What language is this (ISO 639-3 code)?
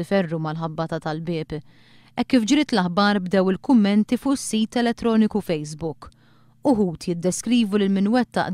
mlt